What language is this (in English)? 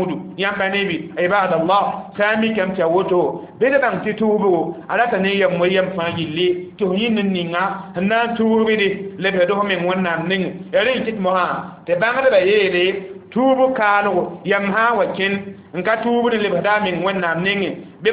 Mossi